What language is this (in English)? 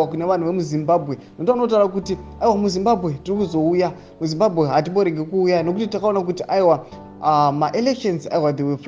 Shona